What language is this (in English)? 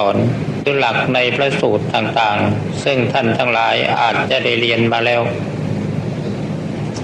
Thai